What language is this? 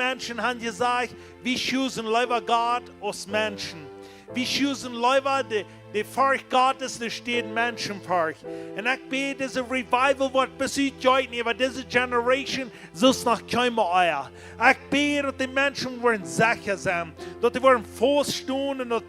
Plautdietsch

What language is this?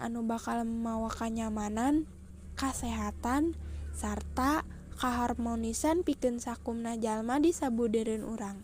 Sundanese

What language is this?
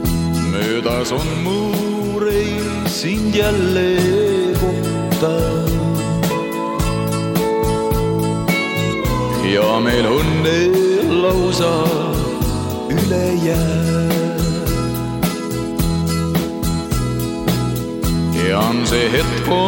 Estonian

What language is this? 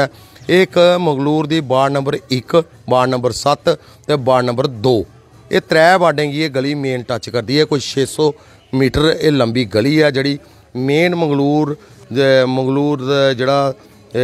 Dogri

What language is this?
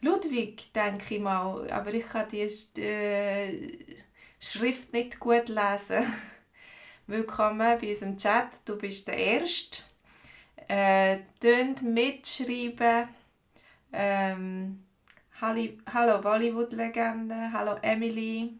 Swiss German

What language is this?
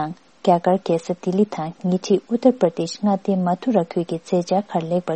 Tibetan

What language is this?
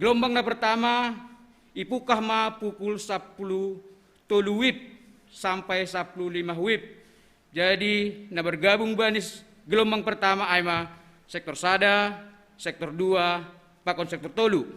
Batak Simalungun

